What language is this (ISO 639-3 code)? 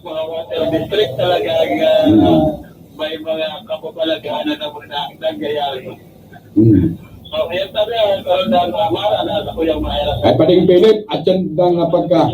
bik